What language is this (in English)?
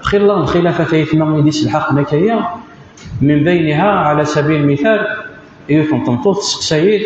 Kabyle